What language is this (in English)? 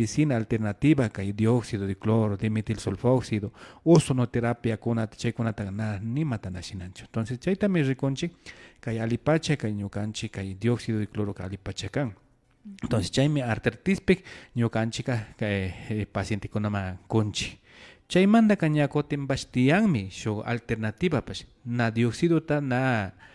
Imbabura Highland Quichua